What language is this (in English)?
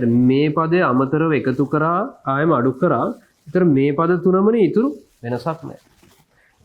Sinhala